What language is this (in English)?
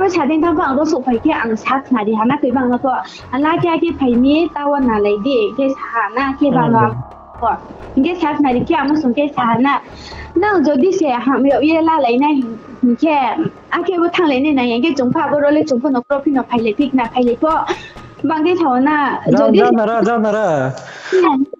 Riang (India)